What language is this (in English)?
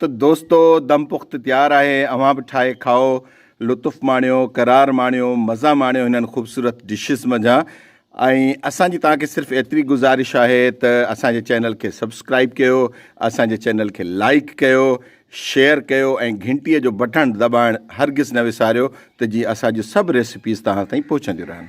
Sindhi